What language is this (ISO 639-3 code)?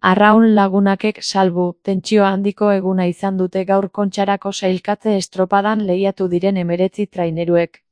eus